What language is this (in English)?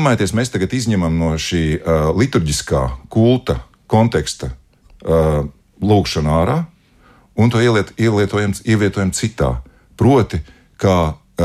Latvian